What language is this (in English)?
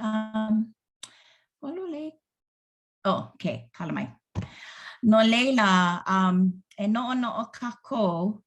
Hawaiian